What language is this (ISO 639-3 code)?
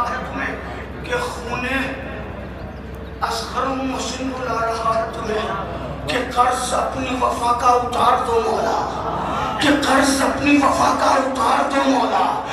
urd